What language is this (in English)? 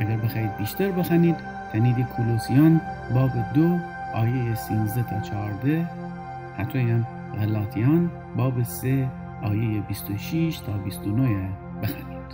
Gilaki